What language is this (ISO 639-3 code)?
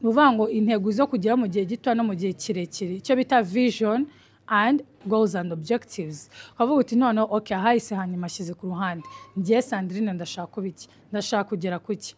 kin